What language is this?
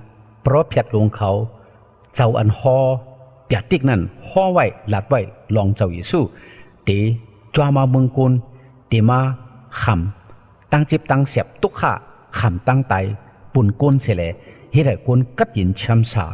Shan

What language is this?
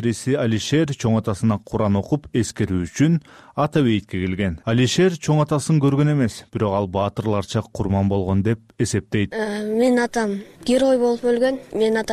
Kyrgyz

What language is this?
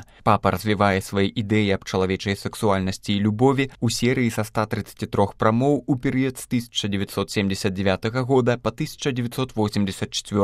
Belarusian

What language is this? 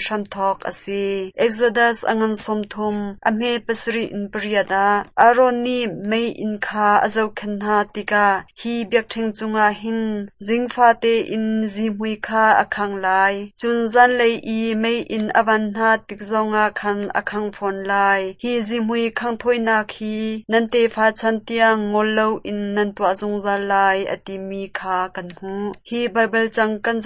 Hakha Chin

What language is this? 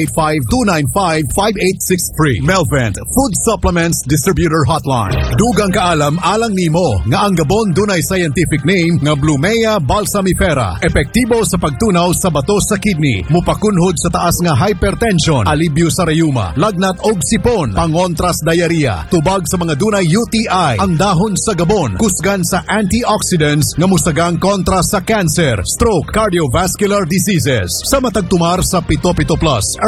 Cebuano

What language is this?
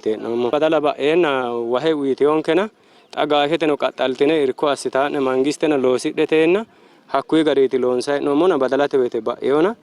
Sidamo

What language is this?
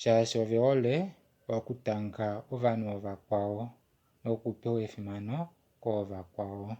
Kuanyama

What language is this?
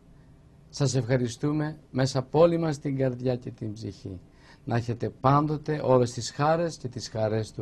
Greek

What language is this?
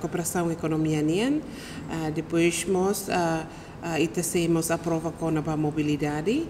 Tetum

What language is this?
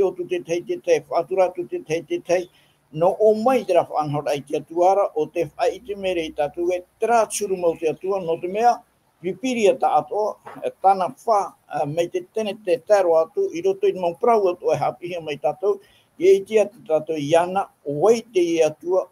Tahitian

